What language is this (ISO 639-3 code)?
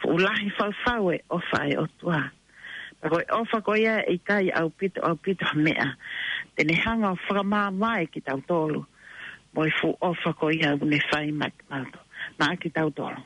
ton